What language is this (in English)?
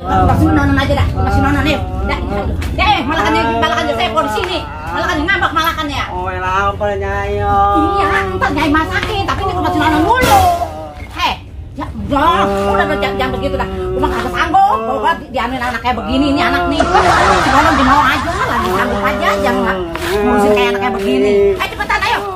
Betawi